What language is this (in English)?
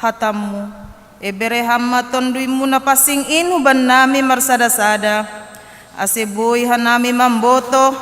Batak Simalungun